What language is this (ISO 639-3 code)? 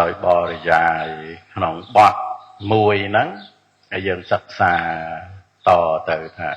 khm